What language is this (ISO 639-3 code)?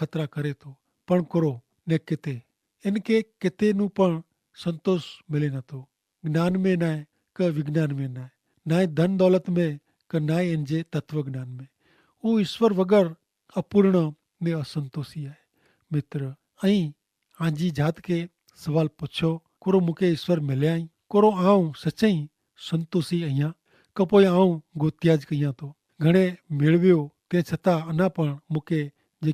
kfr